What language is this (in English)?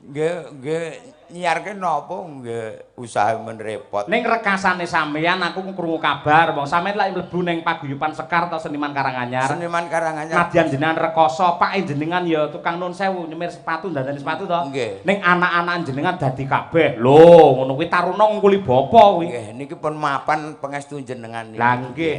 Javanese